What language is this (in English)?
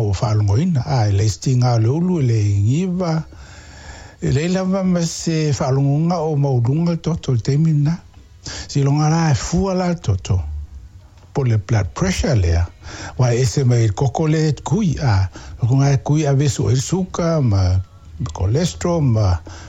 Samoan